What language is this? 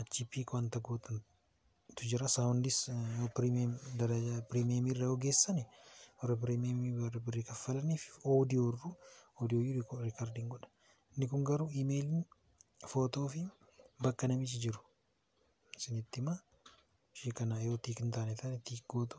Oromo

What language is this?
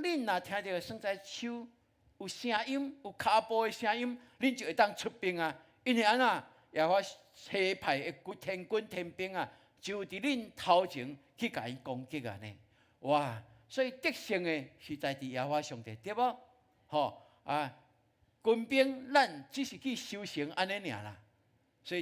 Min Nan Chinese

